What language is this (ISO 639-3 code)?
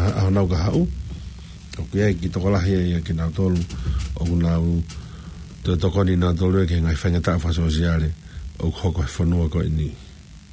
ton